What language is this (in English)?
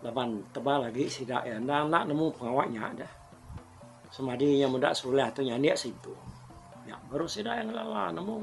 Iban